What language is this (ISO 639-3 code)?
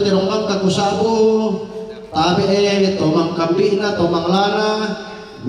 sda